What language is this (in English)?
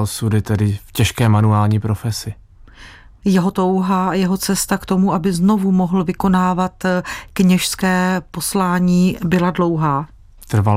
Czech